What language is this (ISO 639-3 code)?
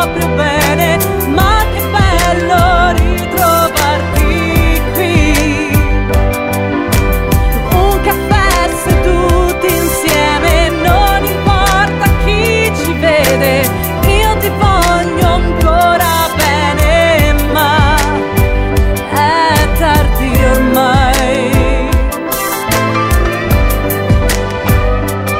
ita